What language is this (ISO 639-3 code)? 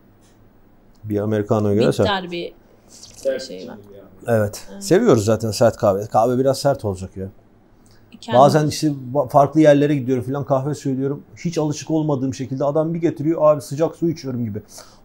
tur